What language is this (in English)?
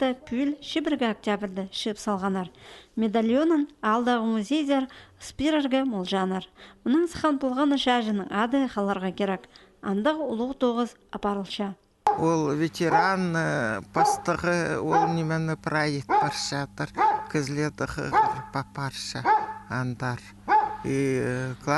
Khakas